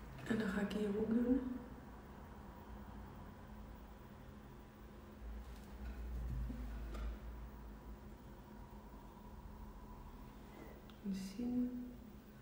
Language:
Dutch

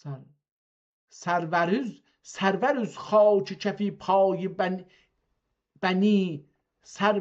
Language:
South Azerbaijani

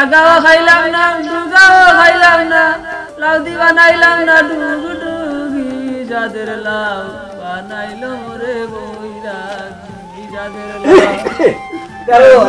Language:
Sylheti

